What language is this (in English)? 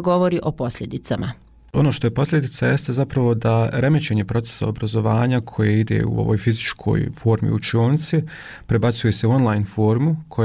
Bosnian